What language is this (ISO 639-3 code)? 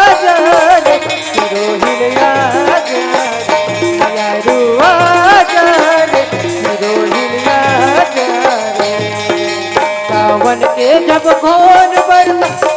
hne